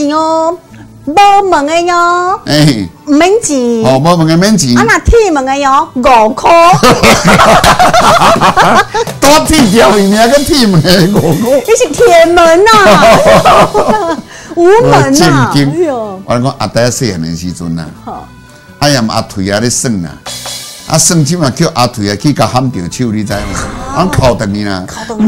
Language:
Min Nan Chinese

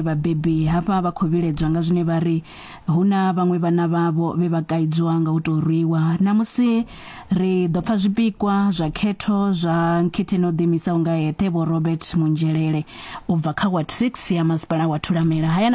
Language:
Venda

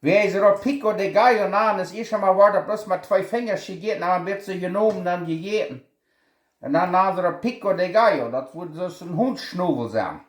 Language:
Plautdietsch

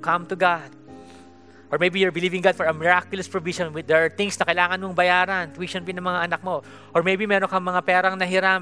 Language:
Filipino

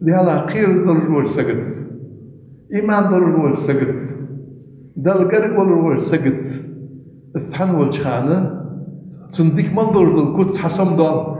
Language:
Ingush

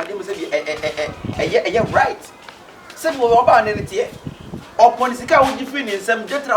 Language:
Akan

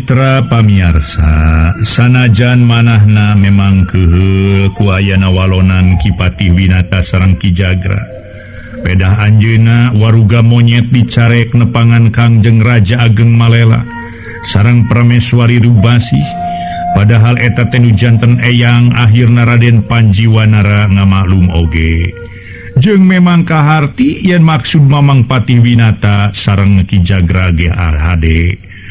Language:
Sundanese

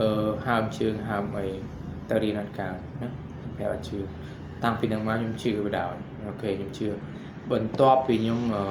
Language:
Khmer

